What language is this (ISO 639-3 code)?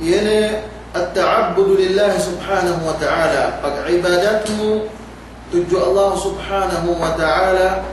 yka